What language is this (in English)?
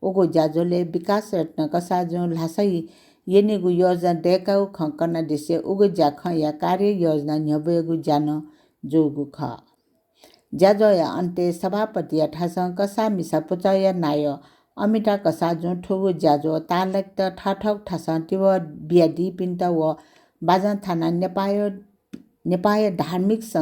Newari